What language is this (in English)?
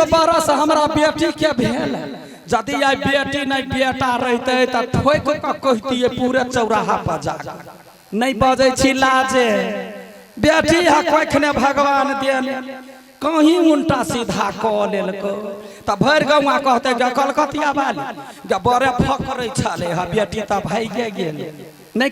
Maithili